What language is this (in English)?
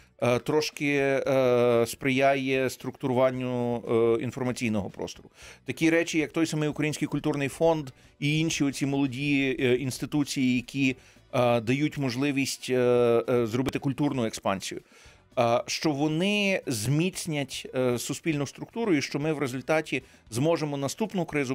Ukrainian